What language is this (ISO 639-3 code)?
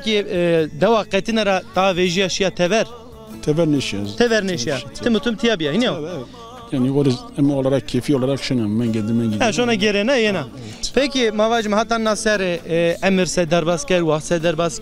zza